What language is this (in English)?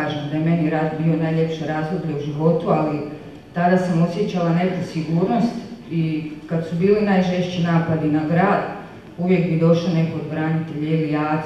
Croatian